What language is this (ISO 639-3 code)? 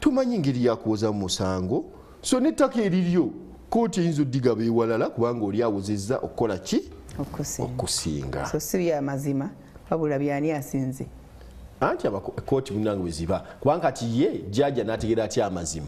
lug